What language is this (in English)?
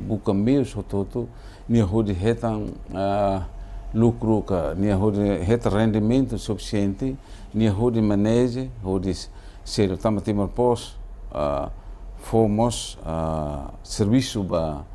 Tetum